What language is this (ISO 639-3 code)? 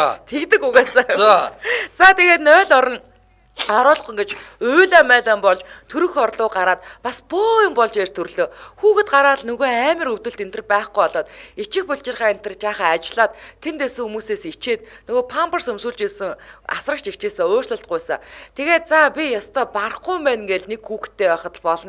mon